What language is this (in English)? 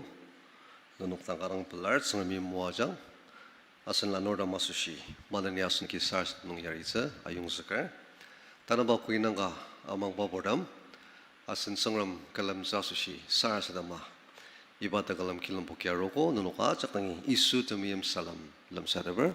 Ao Naga